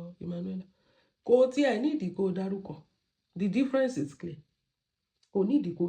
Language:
Yoruba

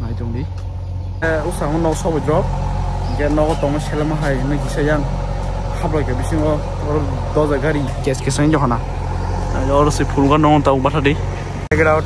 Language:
Kok Borok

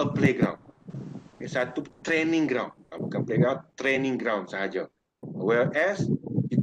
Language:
Malay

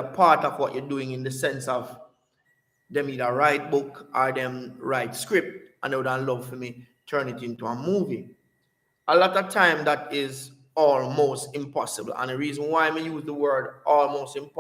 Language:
Jamaican Creole English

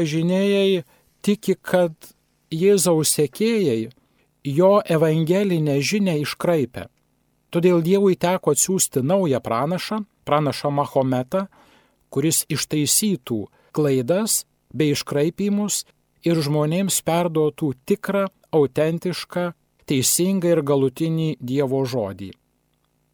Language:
Lithuanian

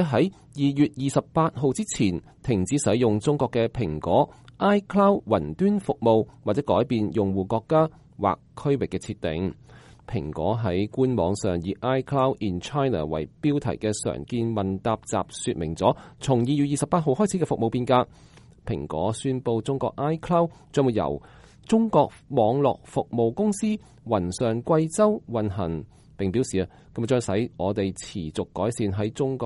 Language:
Cantonese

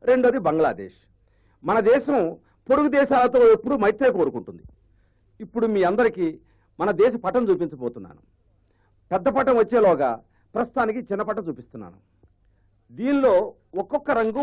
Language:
Telugu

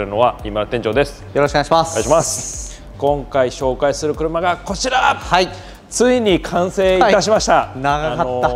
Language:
Japanese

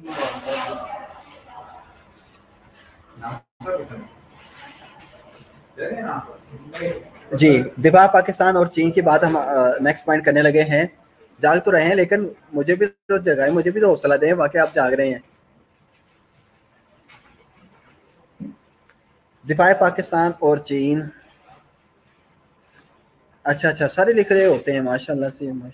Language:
Urdu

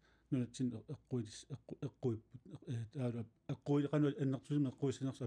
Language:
Kalaallisut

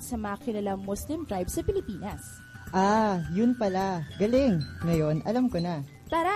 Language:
Filipino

